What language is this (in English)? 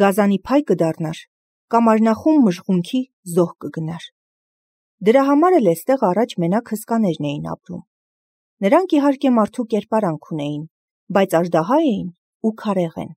Armenian